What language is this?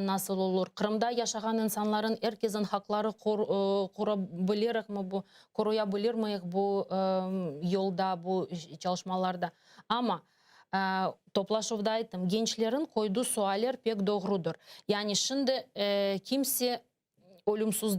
Crimean Tatar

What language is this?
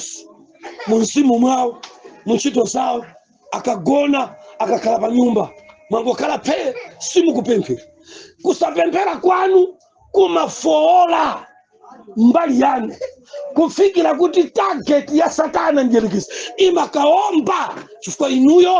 Nyanja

